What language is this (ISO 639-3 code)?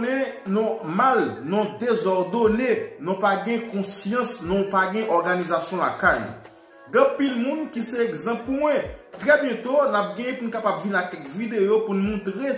hat